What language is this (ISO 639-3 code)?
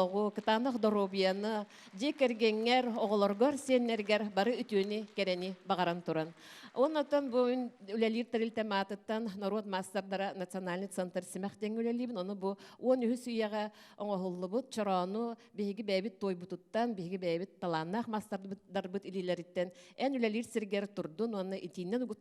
sah